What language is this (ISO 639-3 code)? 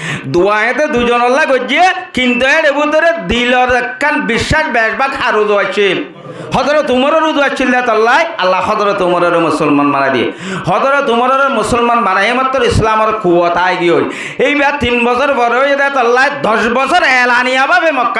rhg